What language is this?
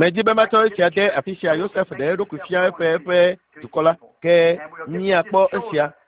Ewe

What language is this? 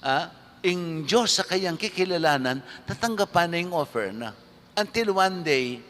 Pampanga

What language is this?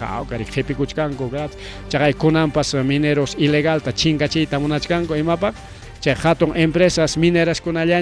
Ayacucho Quechua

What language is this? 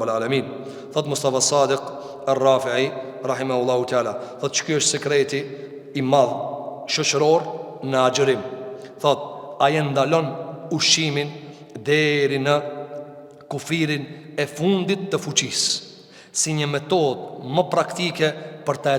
Albanian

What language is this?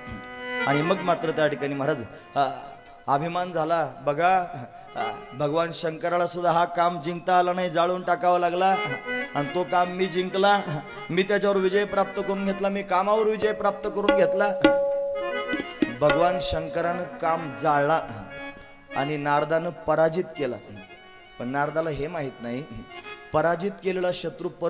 Marathi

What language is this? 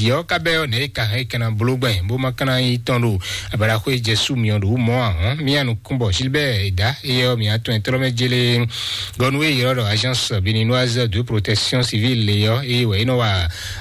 Fon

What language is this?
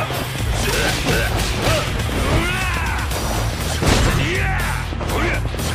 Japanese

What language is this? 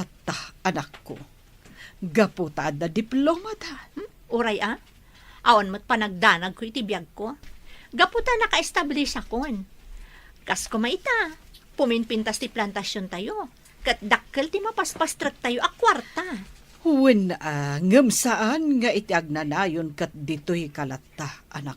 Iloko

